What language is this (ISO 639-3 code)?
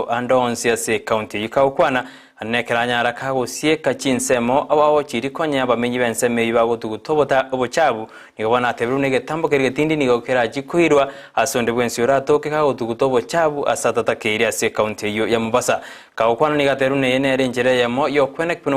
guz